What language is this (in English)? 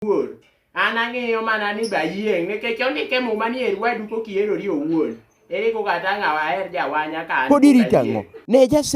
Luo (Kenya and Tanzania)